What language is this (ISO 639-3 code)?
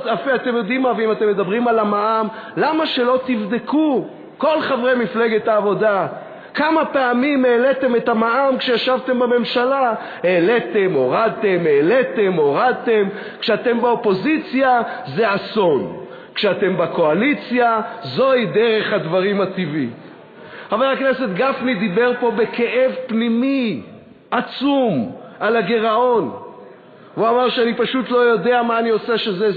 heb